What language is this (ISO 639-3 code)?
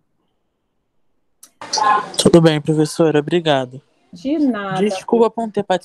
por